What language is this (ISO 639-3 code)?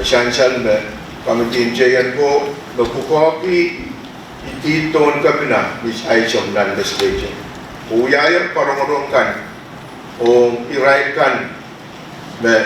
pon